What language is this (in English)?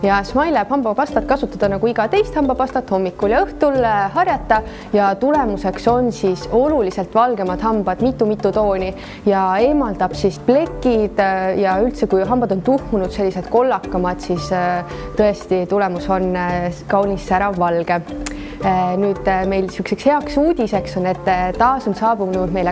Estonian